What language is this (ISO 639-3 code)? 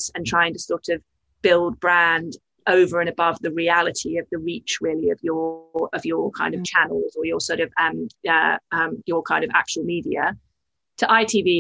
eng